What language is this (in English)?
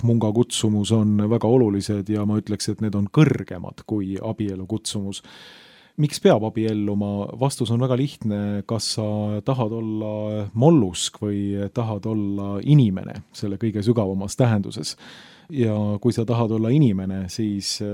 Estonian